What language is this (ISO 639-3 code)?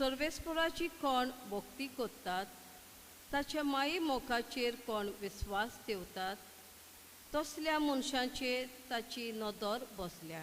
kok